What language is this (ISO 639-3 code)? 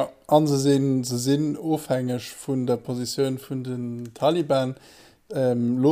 ltz